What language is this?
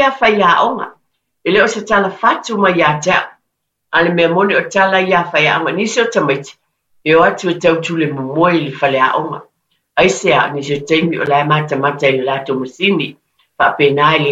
Samoan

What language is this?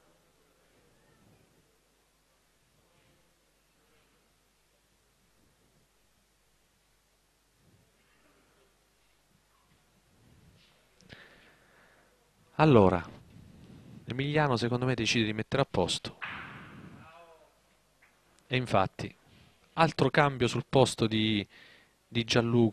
Italian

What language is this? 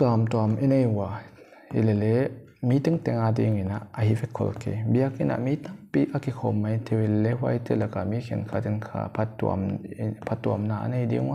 Paite Chin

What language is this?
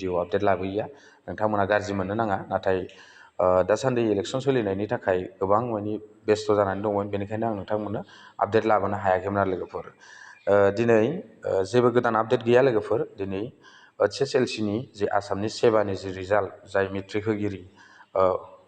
Bodo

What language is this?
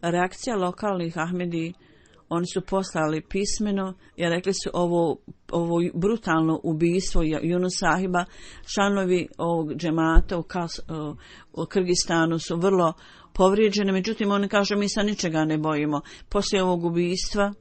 Bosnian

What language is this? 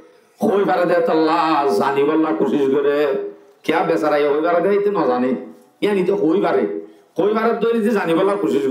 Rohingya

